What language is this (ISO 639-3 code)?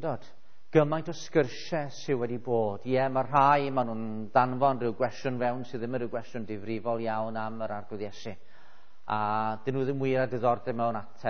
cym